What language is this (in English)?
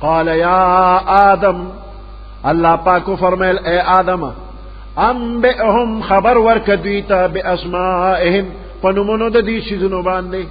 Pashto